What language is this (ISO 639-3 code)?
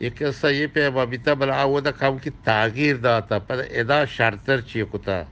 bgp